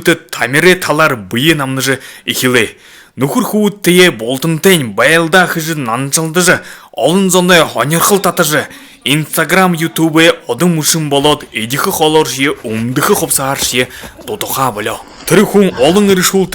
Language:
Buriat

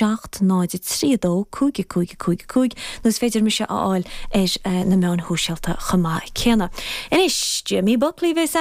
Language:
Irish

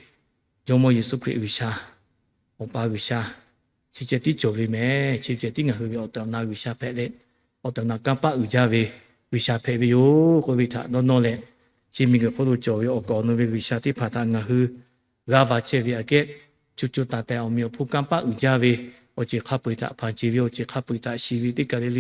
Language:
Lahu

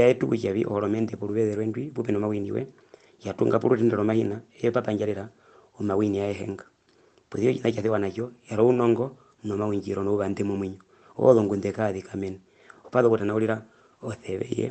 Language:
Herero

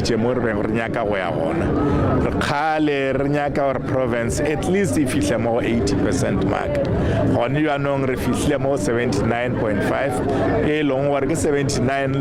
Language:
Tswana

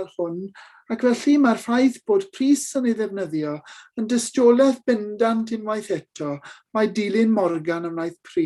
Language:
Welsh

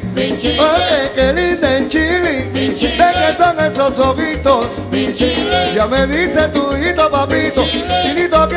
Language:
Spanish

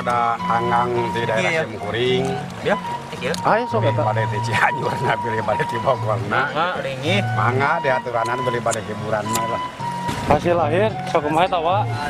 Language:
Sundanese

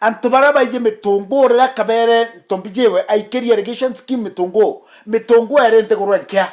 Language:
Meru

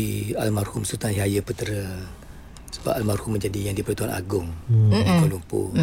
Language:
Malay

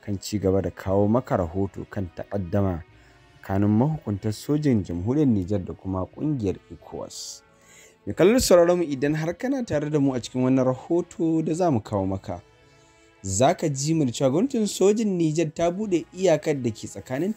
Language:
Hausa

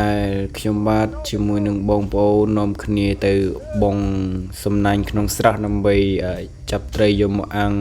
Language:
Khmer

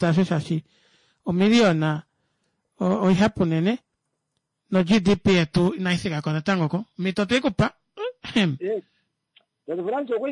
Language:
Kuanyama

